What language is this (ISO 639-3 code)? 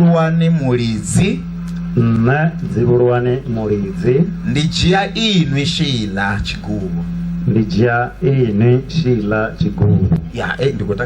ven